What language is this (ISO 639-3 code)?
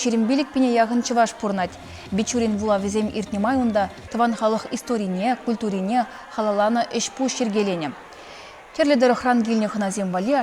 chv